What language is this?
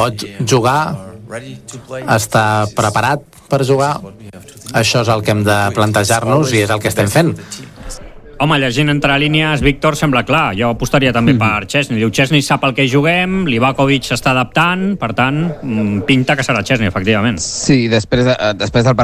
Catalan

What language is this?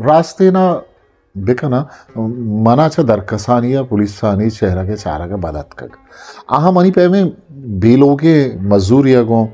Eastern Balochi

